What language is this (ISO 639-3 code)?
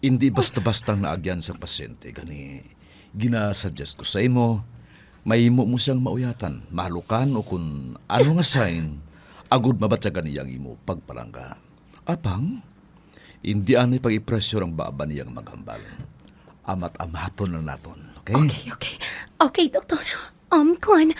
hil